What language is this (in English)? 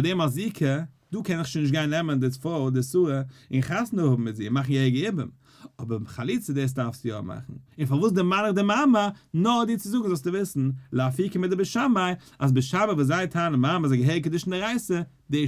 Yiddish